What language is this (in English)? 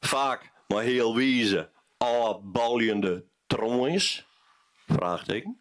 Western Frisian